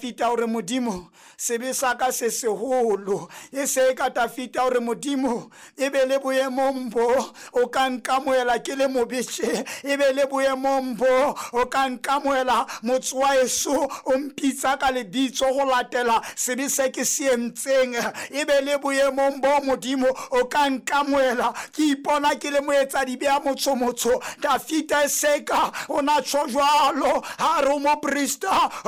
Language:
Southern Sotho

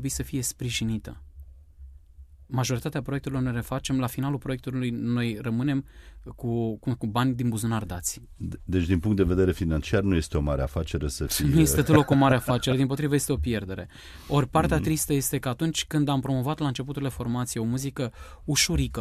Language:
Romanian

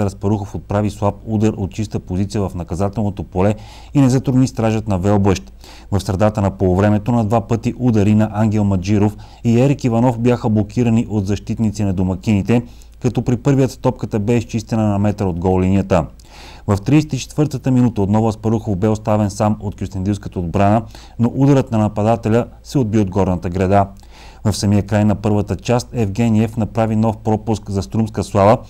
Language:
Bulgarian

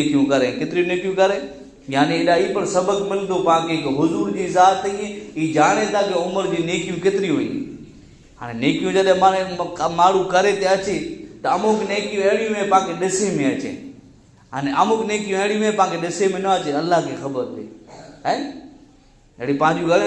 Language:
Kachhi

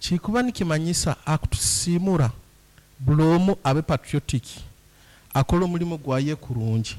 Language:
Nyankole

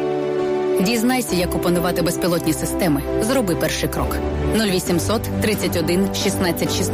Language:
Ukrainian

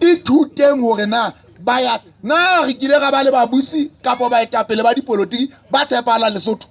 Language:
Southern Sotho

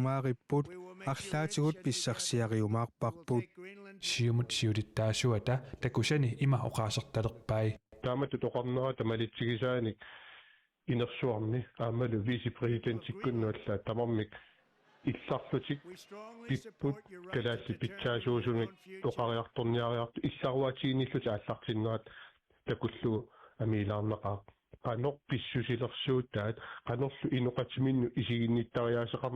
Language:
Kalaallisut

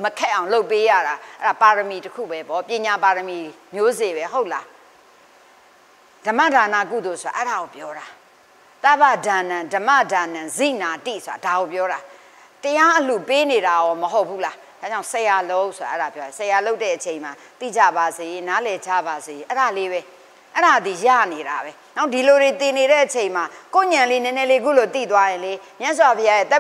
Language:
Burmese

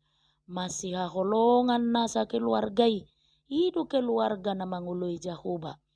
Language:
Batak Toba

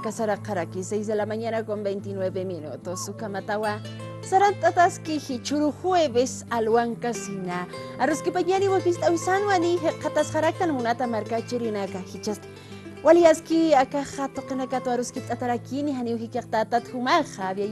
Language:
Aymara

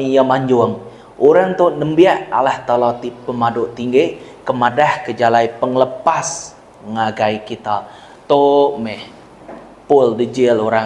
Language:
Iban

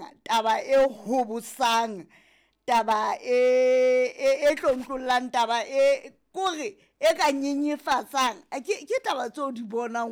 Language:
Southern Sotho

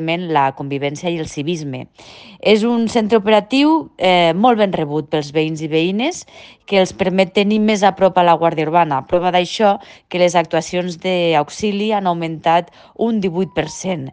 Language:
Catalan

